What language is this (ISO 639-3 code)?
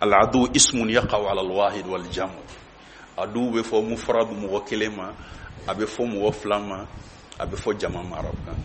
bam